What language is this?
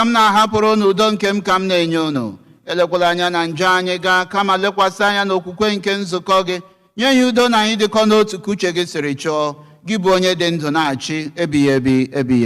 Igbo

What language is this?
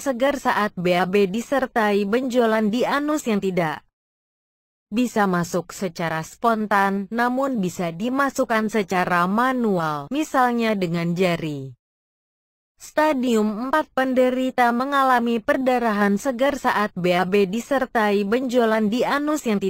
Indonesian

